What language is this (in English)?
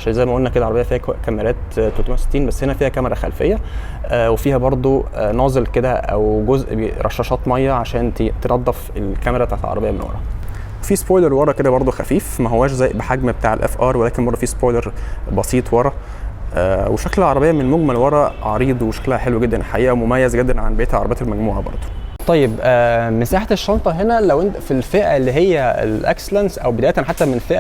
Egyptian Arabic